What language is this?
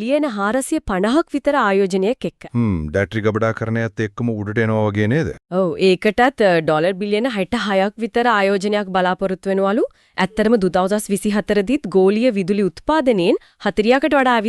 Sinhala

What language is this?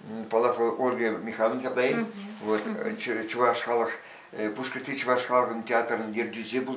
Chuvash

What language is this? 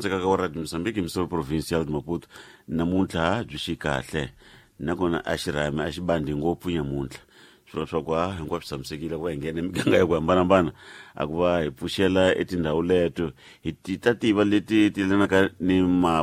Tsonga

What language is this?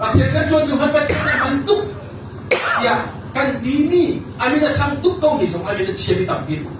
Hakha Chin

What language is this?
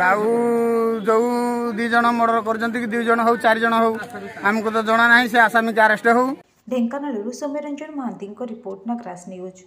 Odia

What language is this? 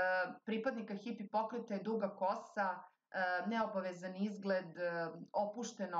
Serbian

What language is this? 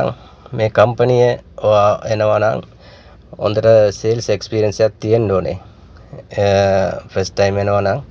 Sinhala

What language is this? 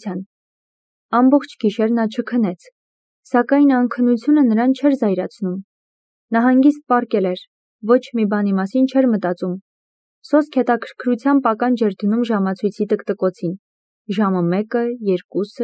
Armenian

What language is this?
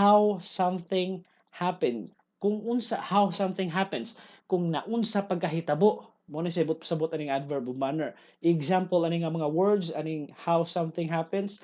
Cebuano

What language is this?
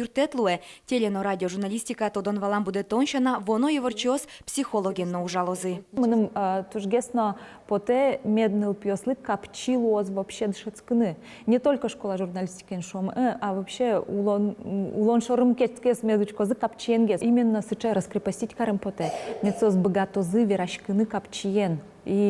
Udmurt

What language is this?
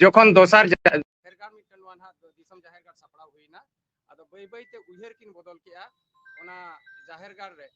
Santali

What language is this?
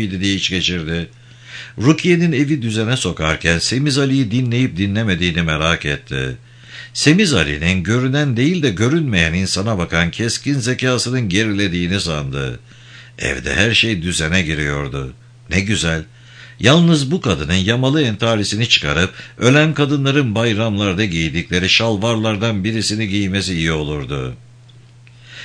Turkish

